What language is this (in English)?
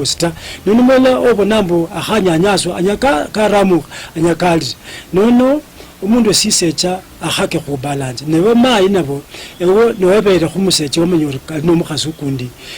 Luyia